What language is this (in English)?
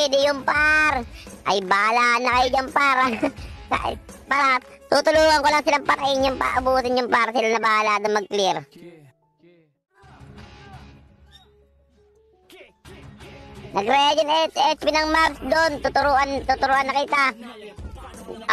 Filipino